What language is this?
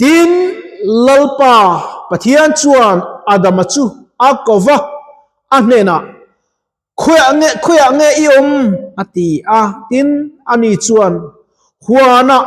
Mizo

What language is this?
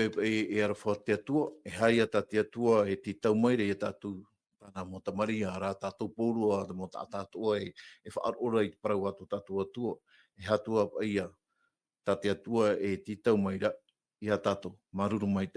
Tahitian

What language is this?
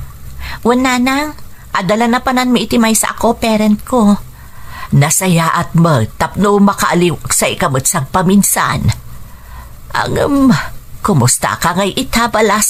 Iloko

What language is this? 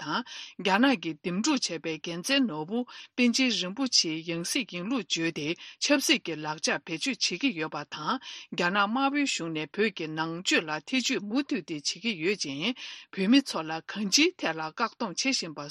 Tibetan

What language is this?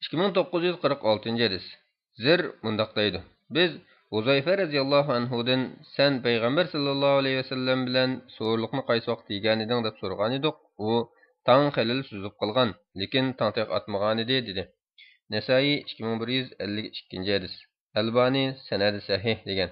Uyghur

